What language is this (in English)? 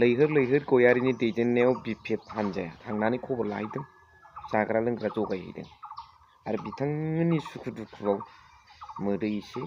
Bodo